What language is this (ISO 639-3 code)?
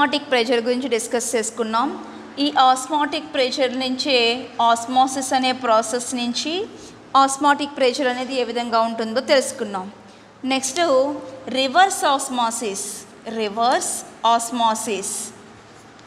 tel